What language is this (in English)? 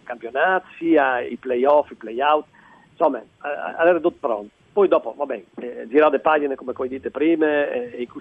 Friulian